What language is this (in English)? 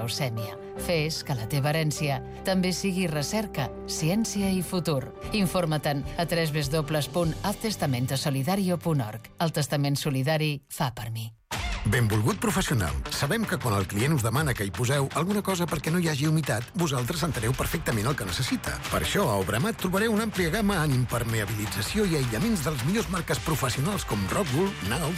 Catalan